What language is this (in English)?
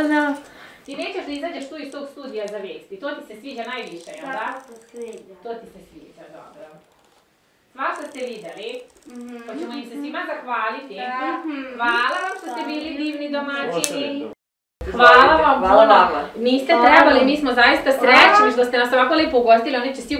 Serbian